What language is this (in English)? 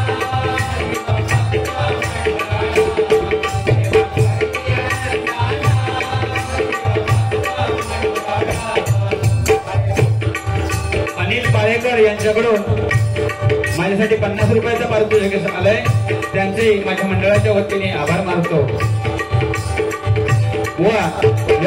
Marathi